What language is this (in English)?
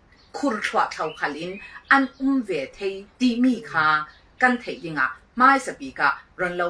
Falam Chin